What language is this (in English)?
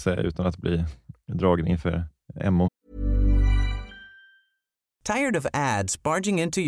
Swedish